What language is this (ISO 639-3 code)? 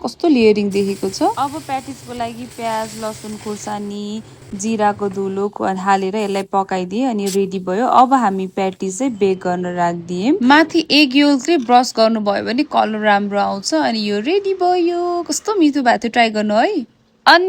nep